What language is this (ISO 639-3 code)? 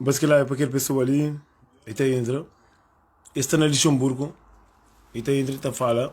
kea